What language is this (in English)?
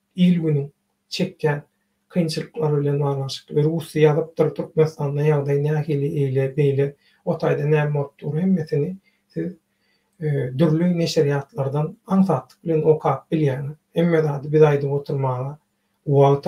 Turkmen